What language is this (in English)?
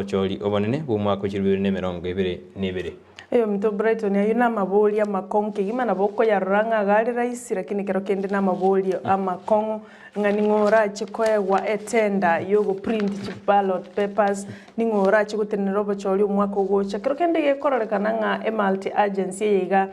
Gusii